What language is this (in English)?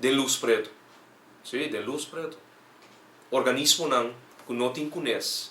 Papiamento